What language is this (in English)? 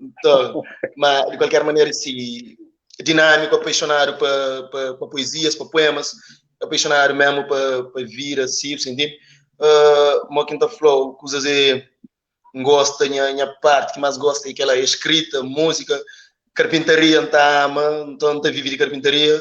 Kabuverdianu